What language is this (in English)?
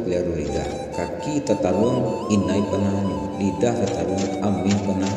Minangkabau